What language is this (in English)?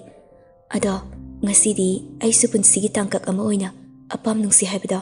Manipuri